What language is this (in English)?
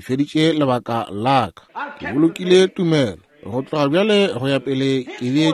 Northern Sotho